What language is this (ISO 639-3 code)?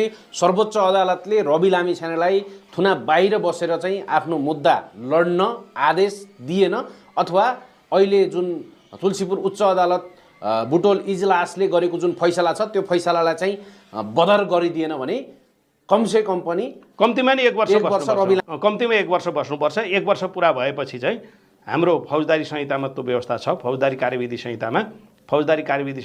nep